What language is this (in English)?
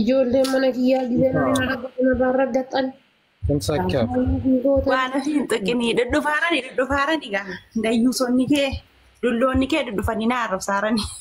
Oromo